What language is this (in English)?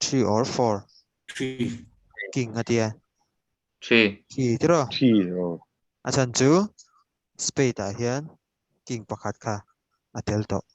Mizo